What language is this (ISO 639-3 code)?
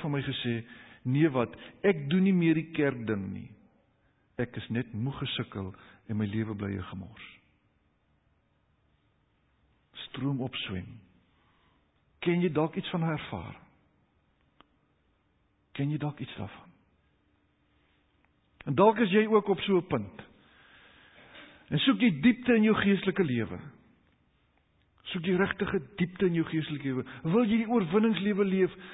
afr